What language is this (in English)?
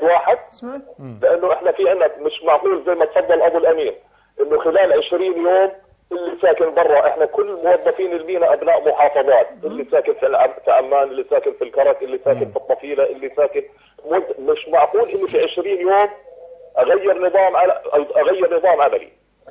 South Levantine Arabic